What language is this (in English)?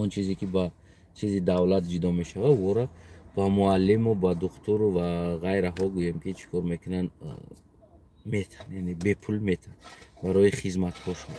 Tajik